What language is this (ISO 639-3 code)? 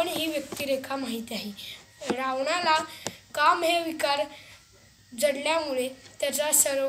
mar